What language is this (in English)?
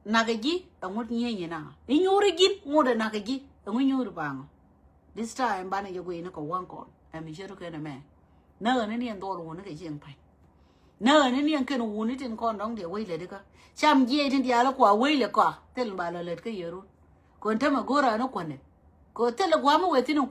Nuer